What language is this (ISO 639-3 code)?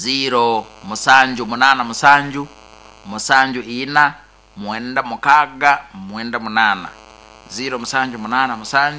nyo